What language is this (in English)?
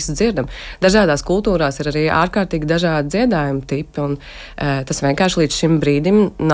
Latvian